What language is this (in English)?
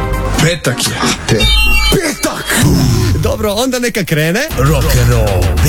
Serbian